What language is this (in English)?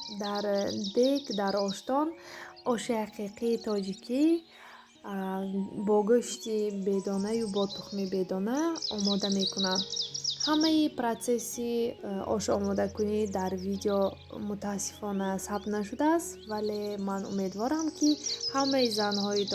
Tajik